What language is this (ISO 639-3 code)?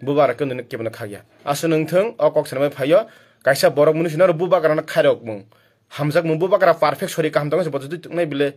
trp